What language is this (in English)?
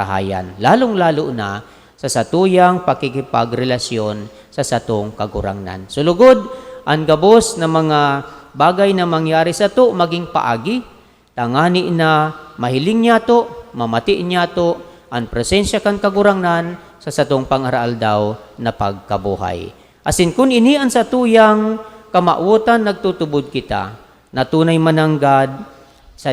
Bikol